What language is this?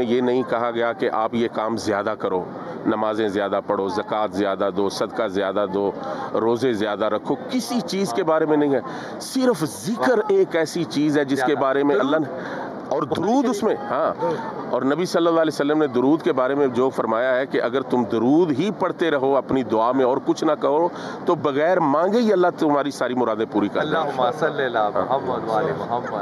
Urdu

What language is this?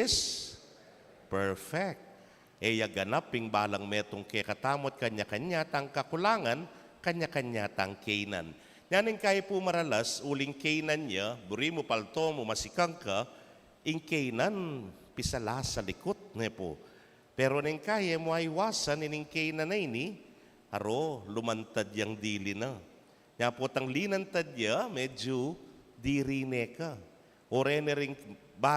Pampanga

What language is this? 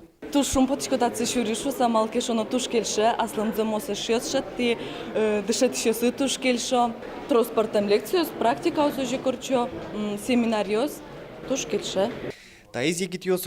Udmurt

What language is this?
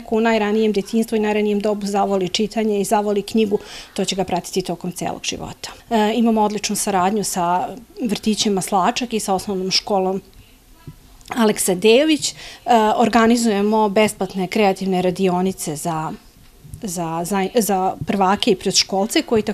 Serbian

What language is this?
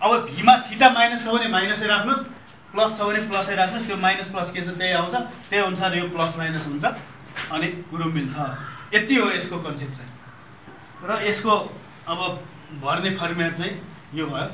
Nepali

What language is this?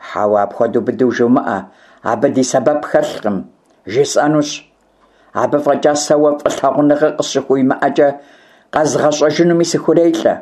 Kabardian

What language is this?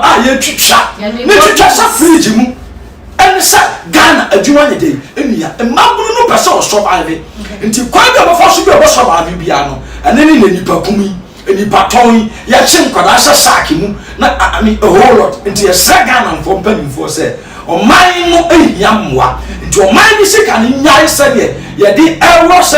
Akan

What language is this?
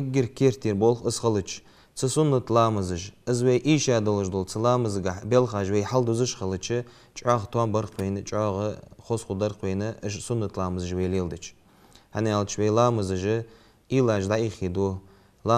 Ingush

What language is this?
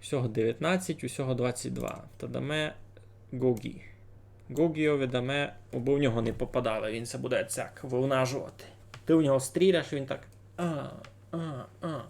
Rusyn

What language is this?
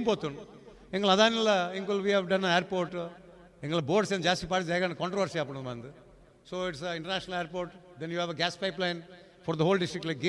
Tulu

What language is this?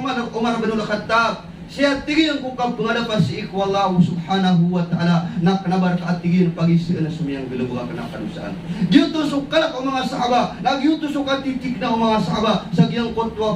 Maranao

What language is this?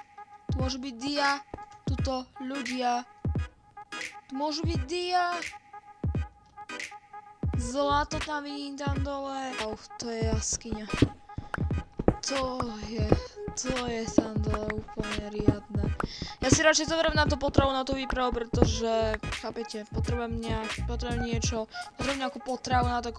Slovak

